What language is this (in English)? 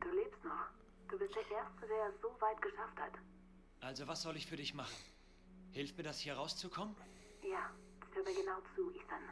Swiss German